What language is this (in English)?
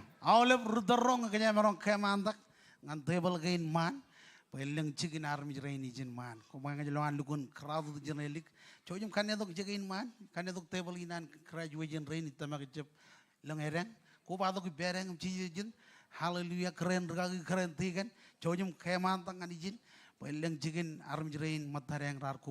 Marshallese